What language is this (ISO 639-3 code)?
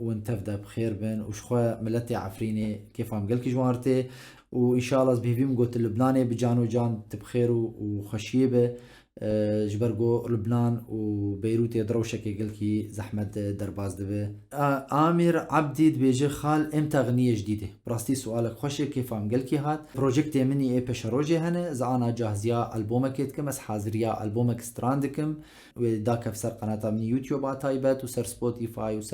kur